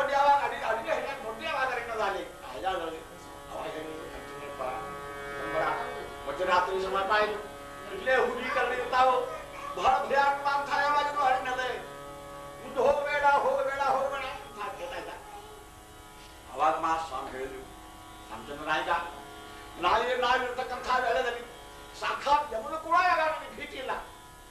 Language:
Kannada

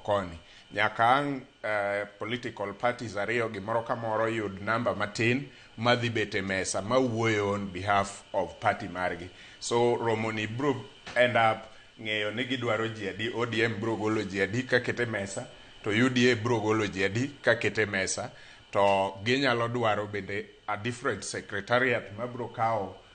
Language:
Luo (Kenya and Tanzania)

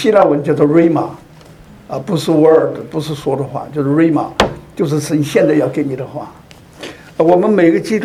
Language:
Chinese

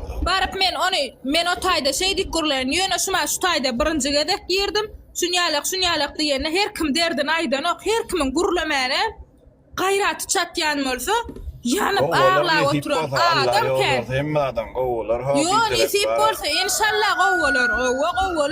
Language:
Turkmen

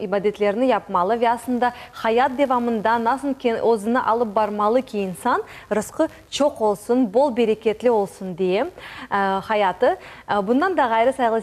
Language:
Crimean Tatar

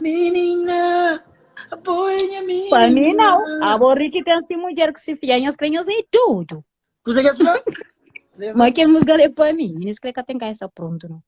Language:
Kabuverdianu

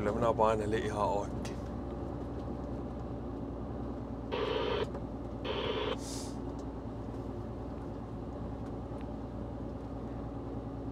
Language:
Finnish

